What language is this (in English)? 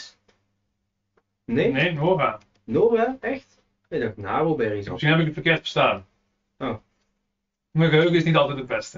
Dutch